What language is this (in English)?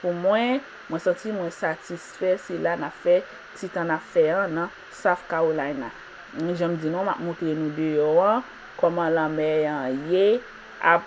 Haitian Creole